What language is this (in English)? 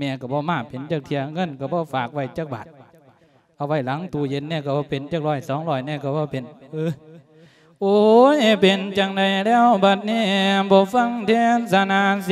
Lao